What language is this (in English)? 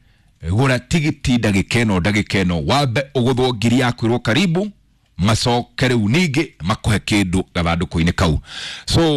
Kikuyu